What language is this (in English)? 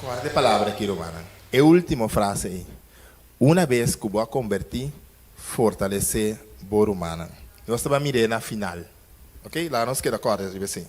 Papiamento